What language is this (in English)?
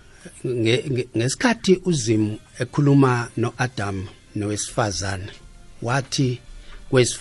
South Ndebele